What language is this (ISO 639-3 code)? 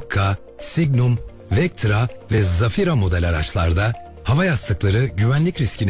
tur